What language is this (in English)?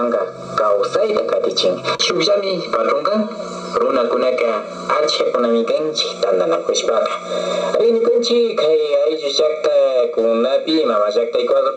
Imbabura Highland Quichua